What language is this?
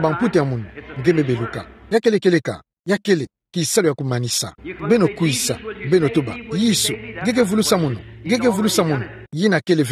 Kituba (Democratic Republic of Congo)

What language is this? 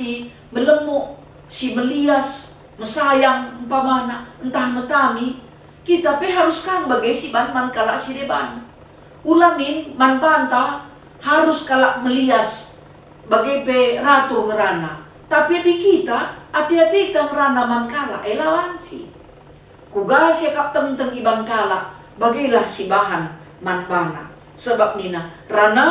Batak Karo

